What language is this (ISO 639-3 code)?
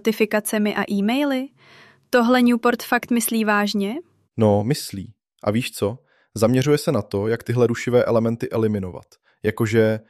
ces